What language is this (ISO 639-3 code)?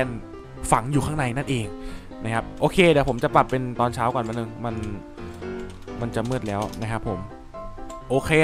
tha